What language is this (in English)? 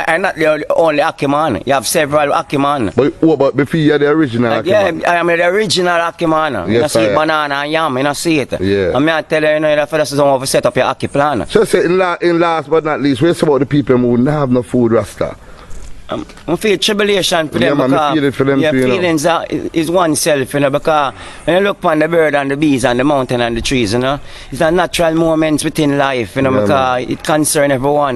Jamaican Creole English